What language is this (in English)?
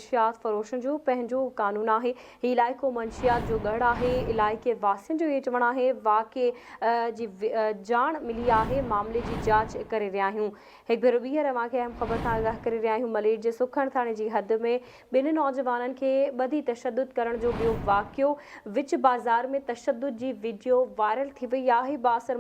Sindhi